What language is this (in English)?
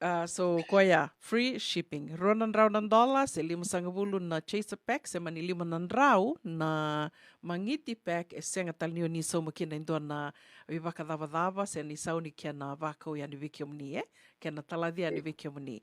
Fijian